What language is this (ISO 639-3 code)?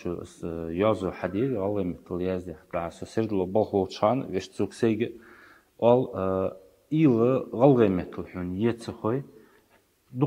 inh